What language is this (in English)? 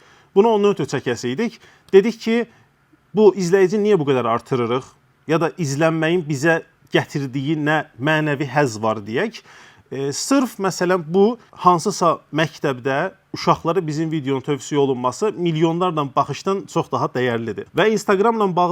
Azerbaijani